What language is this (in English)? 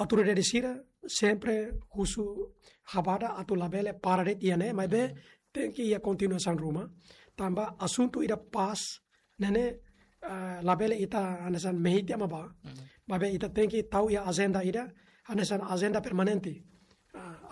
Tetum